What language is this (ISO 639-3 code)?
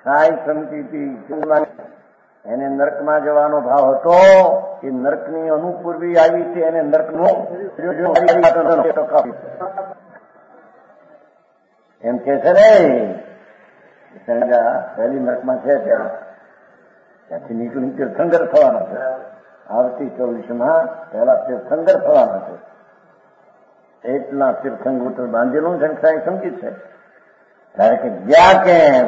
guj